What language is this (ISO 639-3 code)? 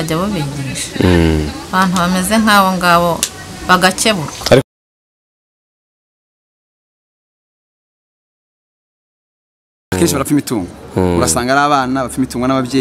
kin